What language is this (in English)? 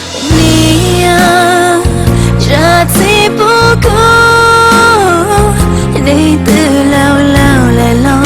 Hmong